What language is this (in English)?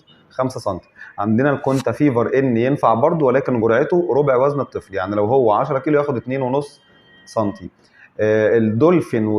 Egyptian Arabic